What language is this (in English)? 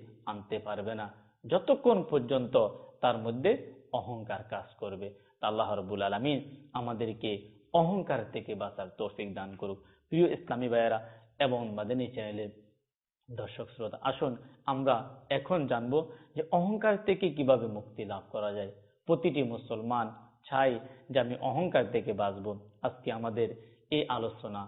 Bangla